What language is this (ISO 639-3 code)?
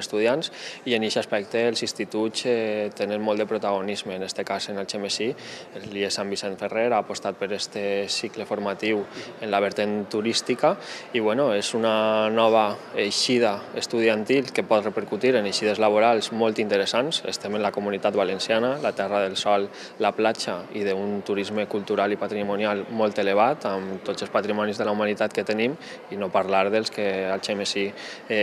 cat